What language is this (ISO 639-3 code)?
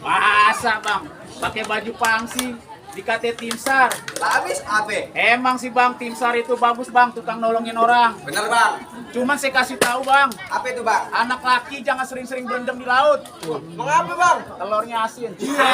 bew